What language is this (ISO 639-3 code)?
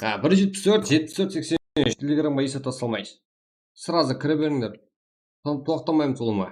kaa